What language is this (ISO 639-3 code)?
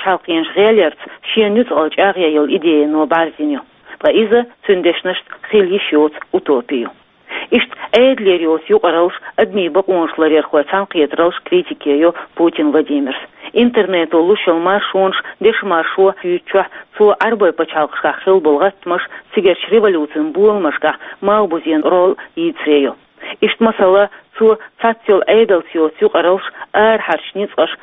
che